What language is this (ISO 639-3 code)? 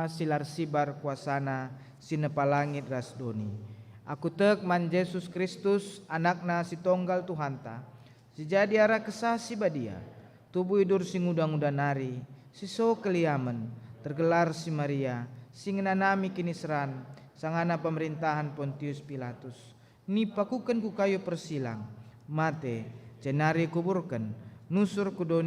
btx